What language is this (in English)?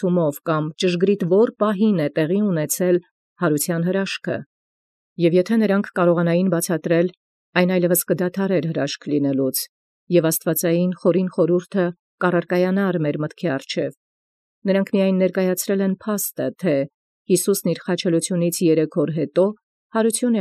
Armenian